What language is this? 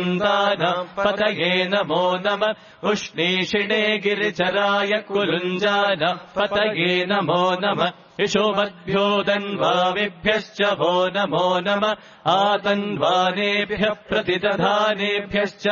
Sanskrit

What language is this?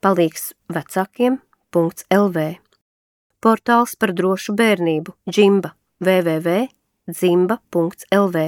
Latvian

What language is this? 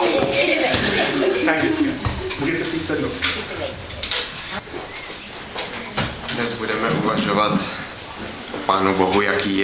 Czech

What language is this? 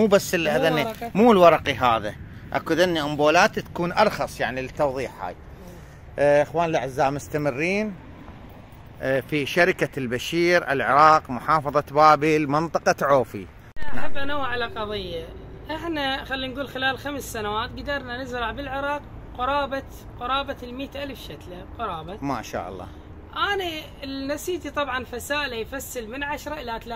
Mesopotamian Arabic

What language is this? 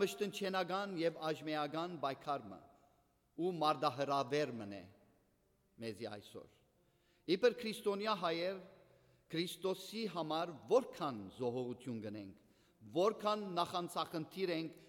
Western Armenian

